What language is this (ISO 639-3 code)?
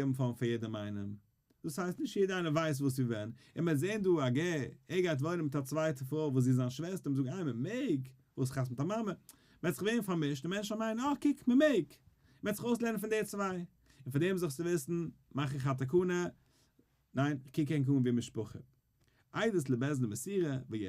yid